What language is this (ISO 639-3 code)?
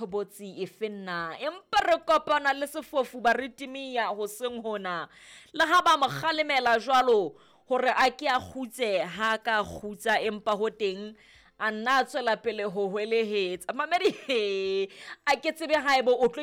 sot